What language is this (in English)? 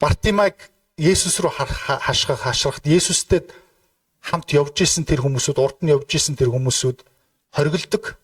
Mongolian